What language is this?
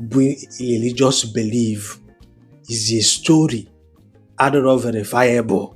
Igbo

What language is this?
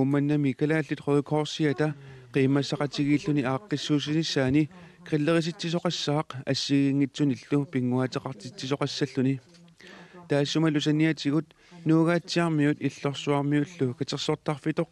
Kalaallisut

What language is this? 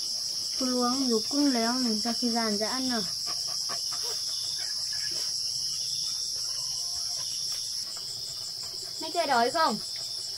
Vietnamese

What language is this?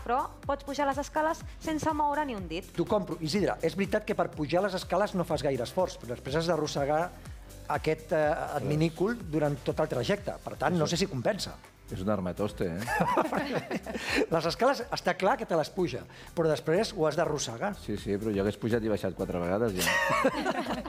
Catalan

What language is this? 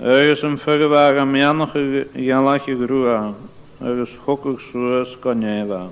Scottish Gaelic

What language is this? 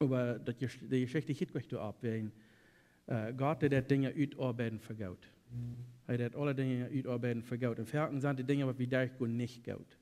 Plautdietsch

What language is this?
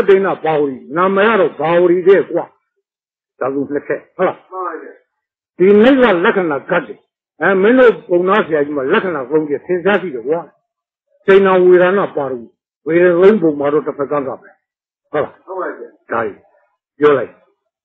Burmese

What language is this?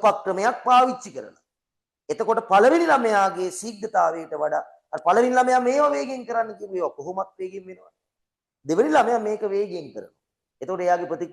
Sinhala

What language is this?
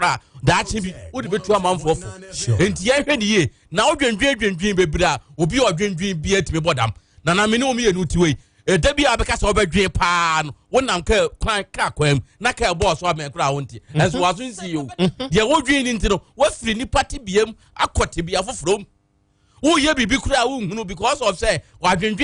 Akan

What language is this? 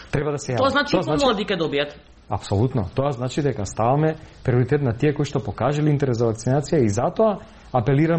Macedonian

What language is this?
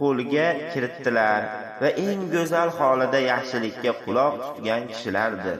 Uzbek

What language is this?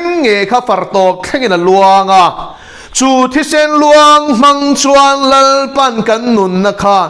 Mizo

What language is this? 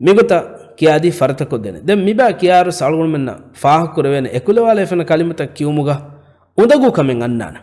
Divehi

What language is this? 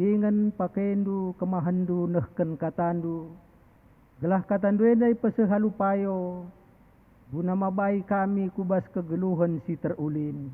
Batak Karo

